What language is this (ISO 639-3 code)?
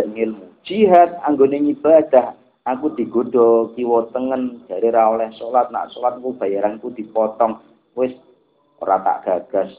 jav